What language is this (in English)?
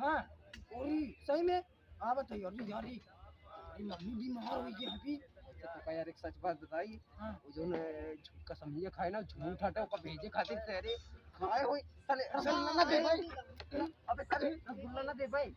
Awadhi